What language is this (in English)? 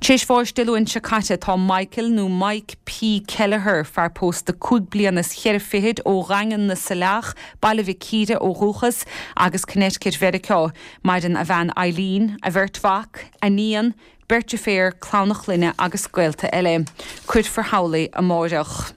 Irish